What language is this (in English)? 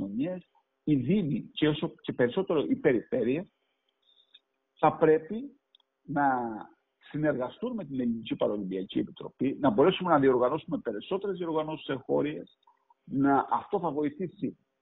Greek